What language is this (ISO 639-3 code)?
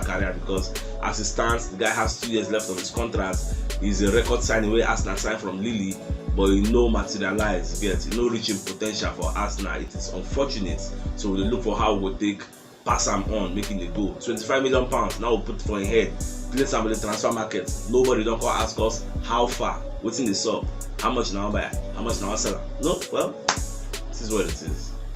pcm